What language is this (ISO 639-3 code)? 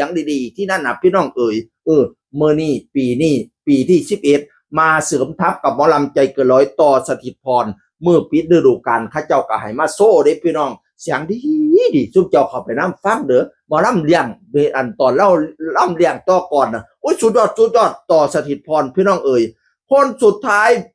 tts